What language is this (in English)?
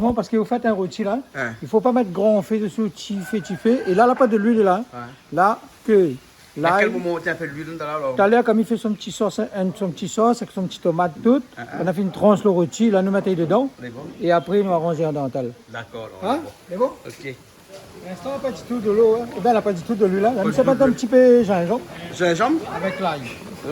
Réunion Creole French